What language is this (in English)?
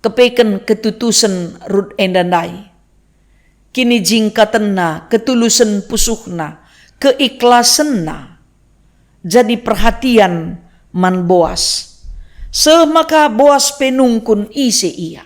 Batak Karo